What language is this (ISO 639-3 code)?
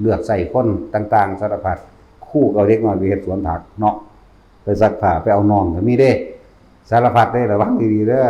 tts